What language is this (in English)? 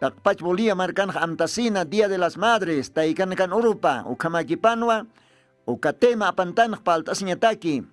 Aymara